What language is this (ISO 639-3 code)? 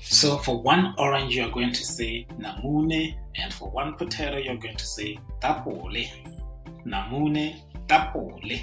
tsn